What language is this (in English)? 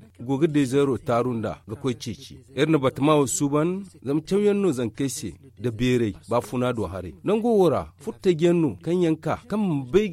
Zarma